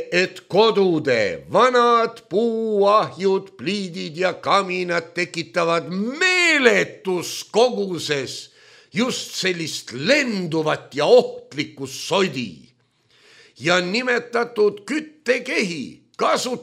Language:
Estonian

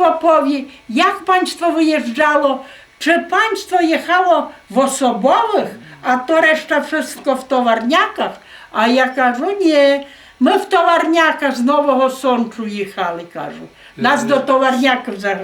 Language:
Rusyn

